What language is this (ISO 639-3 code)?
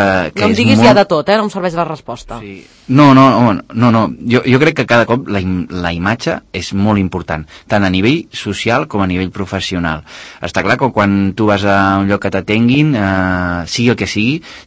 cat